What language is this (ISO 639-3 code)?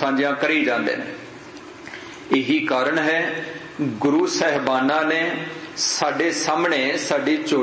pan